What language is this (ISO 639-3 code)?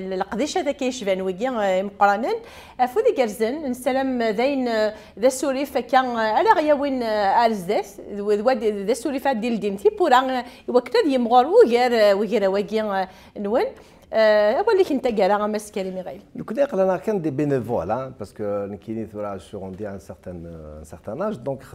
kab